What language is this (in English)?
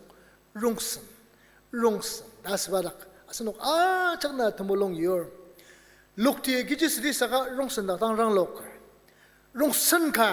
Ao Naga